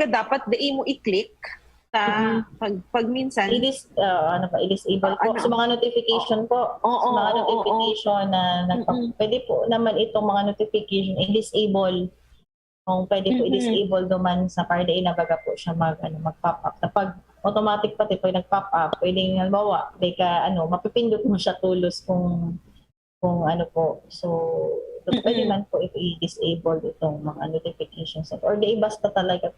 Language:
Bikol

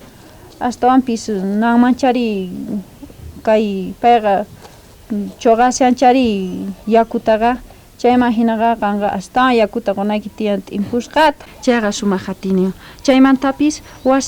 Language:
South Bolivian Quechua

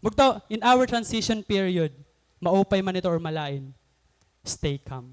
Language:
Waray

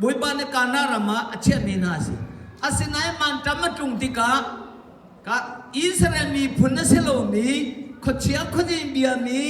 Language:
Hakha Chin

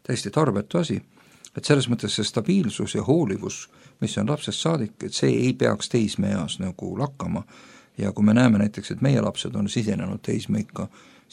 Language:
Estonian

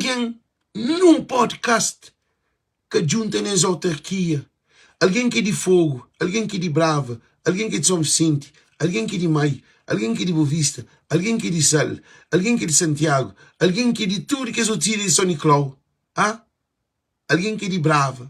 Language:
Kabuverdianu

